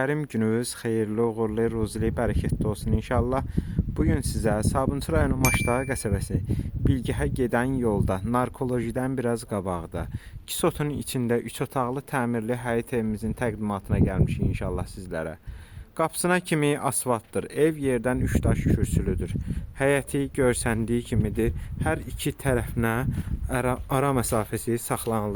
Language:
Azerbaijani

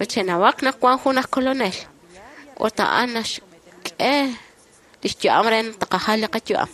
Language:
Kekchí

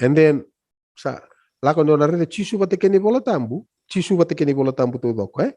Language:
Fijian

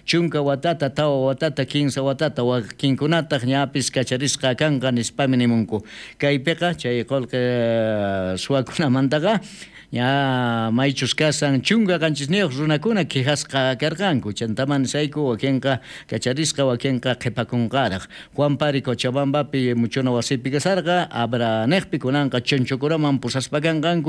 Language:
South Bolivian Quechua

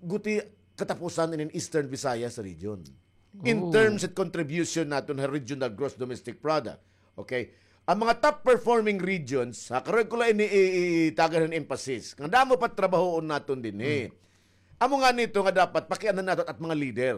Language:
Waray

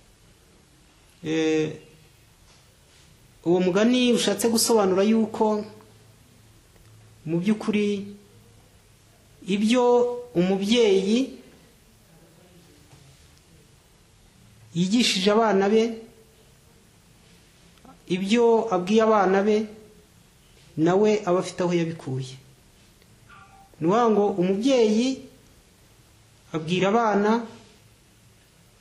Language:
Kinyarwanda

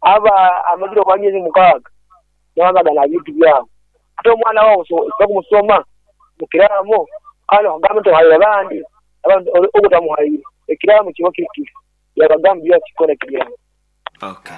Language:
Nyankole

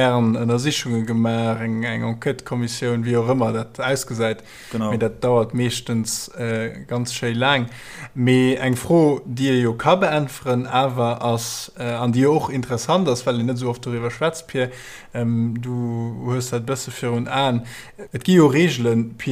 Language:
Luxembourgish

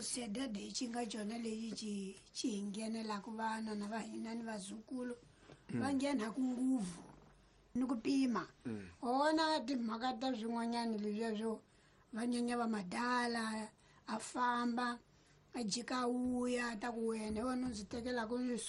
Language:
Tsonga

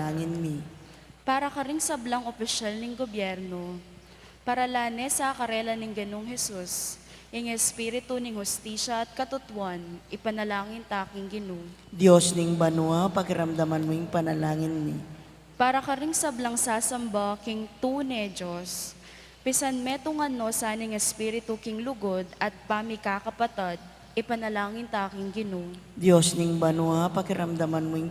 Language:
Pampanga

